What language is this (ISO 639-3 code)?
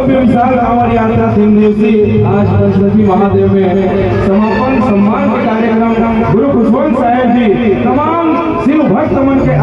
hne